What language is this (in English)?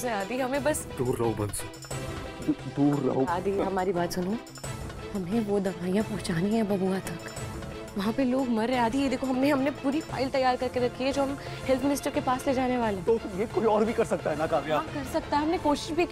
Hindi